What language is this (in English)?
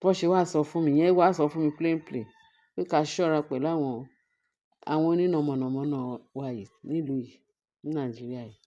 Yoruba